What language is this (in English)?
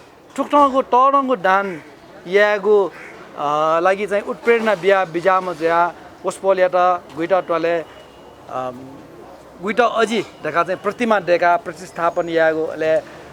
Newari